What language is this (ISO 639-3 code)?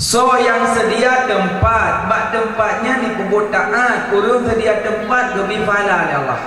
ace